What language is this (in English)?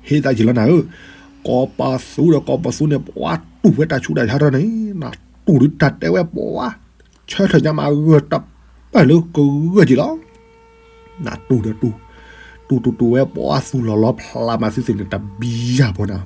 S'gaw Karen